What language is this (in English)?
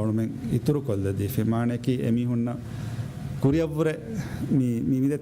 Divehi